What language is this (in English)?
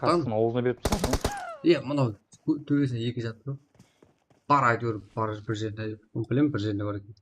Kara-Kalpak